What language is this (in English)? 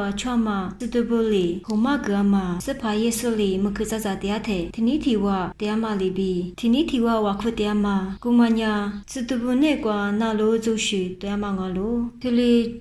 Lisu